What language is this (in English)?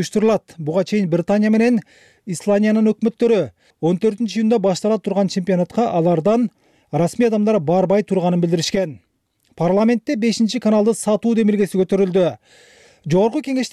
Kyrgyz